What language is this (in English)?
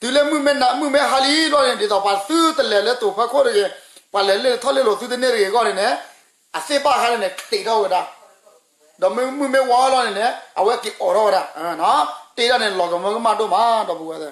S'gaw Karen